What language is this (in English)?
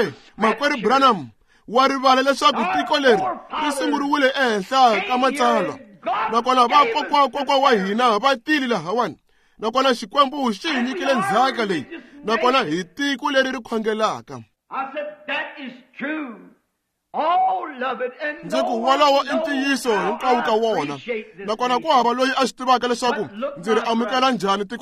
Tsonga